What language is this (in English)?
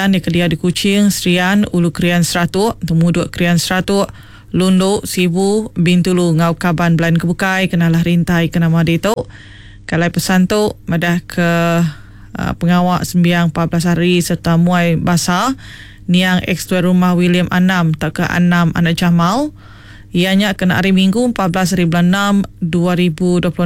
Iban